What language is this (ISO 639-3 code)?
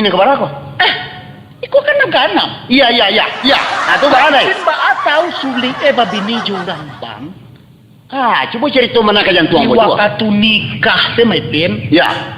min